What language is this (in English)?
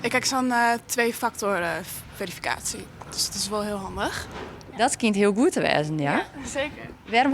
Western Frisian